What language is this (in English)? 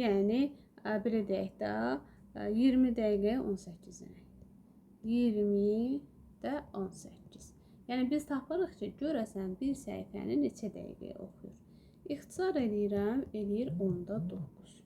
Azerbaijani